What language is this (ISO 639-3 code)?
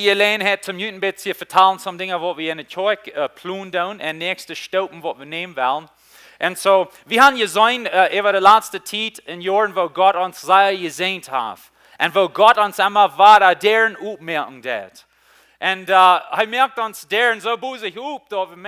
pdt